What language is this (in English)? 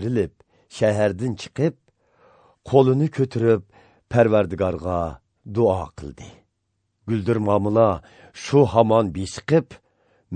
Azerbaijani